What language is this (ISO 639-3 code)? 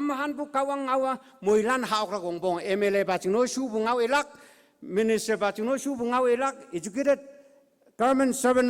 nbe